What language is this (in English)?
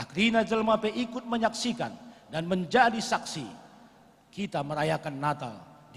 Batak Karo